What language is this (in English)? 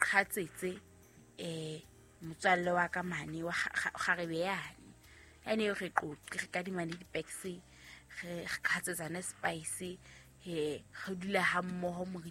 Southern Sotho